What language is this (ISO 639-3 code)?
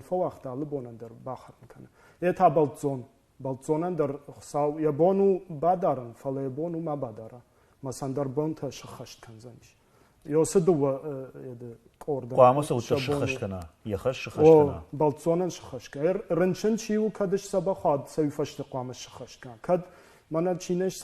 oss